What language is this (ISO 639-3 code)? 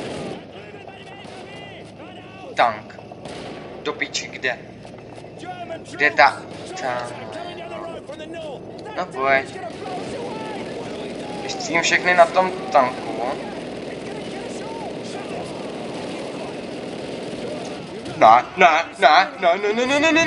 ces